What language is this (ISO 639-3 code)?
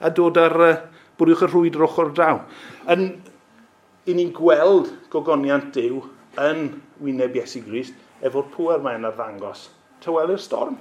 cym